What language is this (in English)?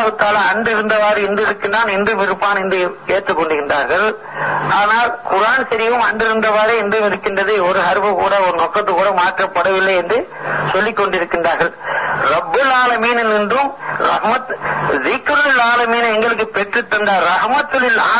Tamil